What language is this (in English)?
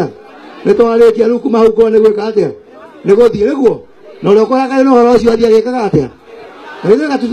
Kikuyu